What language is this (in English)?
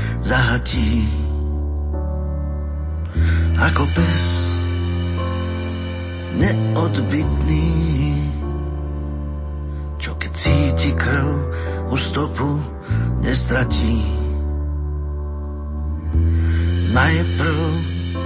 Slovak